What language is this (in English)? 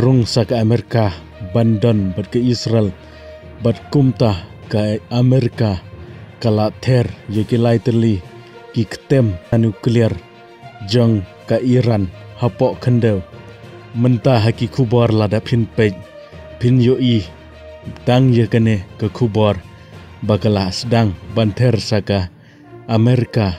Khasi